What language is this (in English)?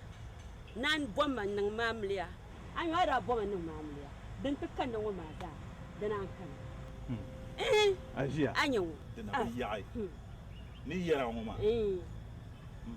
Dagbani